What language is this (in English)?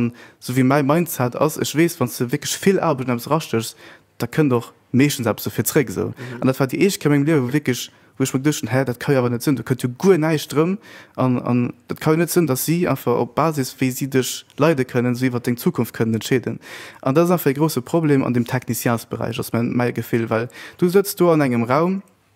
Luxembourgish